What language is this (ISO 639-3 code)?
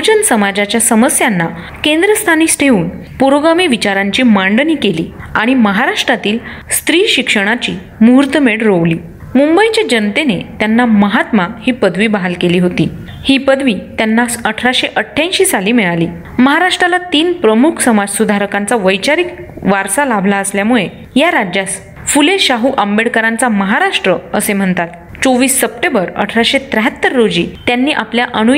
mar